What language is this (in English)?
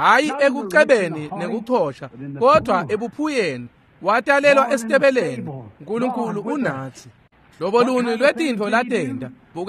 Swati